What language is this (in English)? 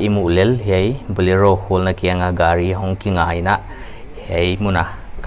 Paite Chin